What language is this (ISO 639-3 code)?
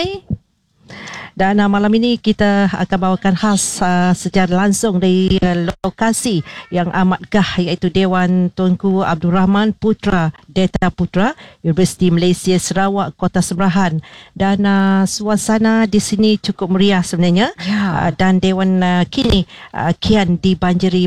msa